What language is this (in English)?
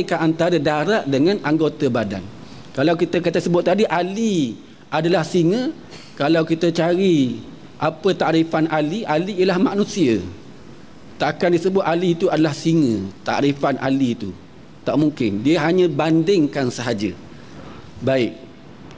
Malay